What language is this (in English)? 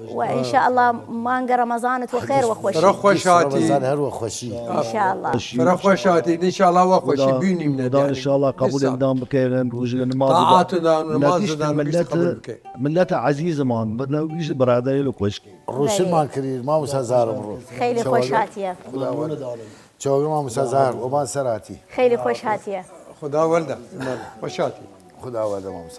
Southern Kurdish